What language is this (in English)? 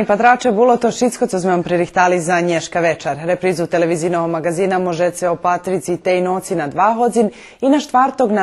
Rusyn